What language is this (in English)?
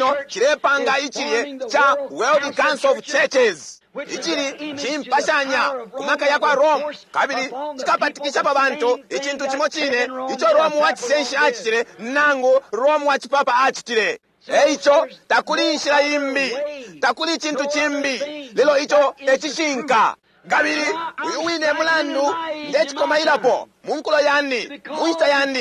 Bemba